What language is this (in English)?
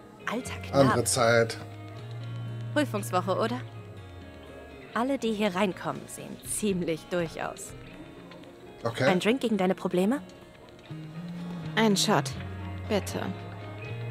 German